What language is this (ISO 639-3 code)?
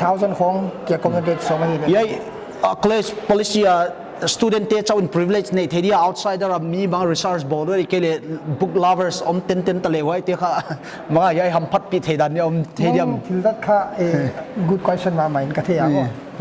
pck